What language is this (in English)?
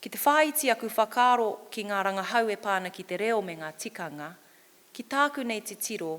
Māori